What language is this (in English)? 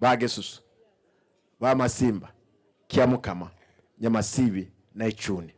Gusii